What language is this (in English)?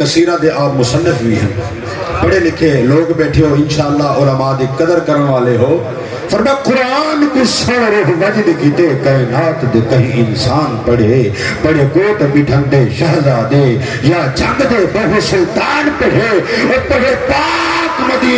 Saraiki